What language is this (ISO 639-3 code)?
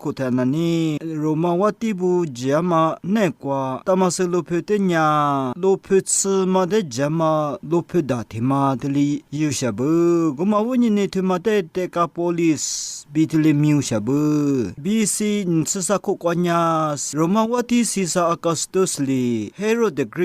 lis